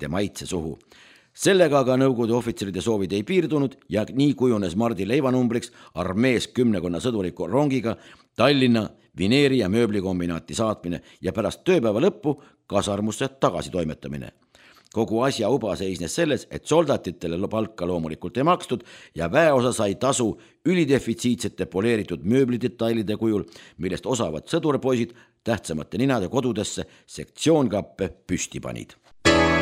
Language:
Estonian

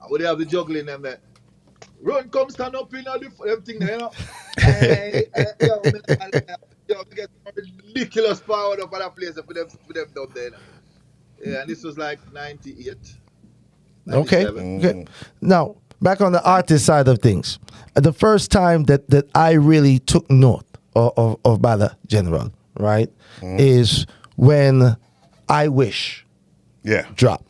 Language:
Jamaican Creole English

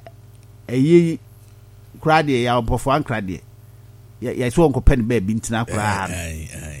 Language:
Akan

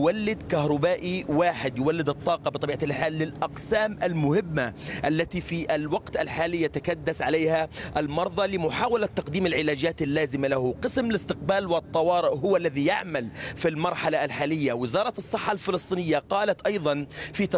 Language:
Arabic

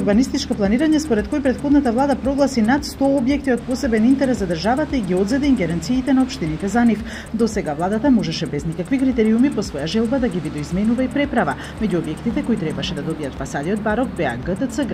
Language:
Macedonian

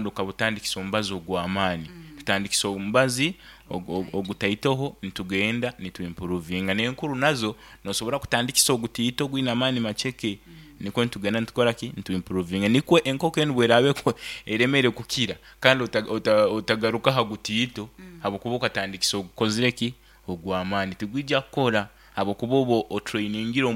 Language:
Nyankole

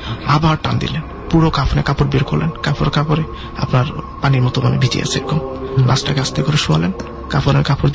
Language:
Bangla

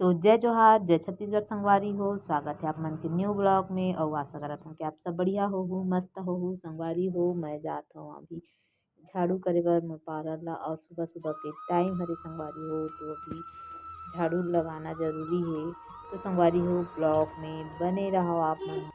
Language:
Chhattisgarhi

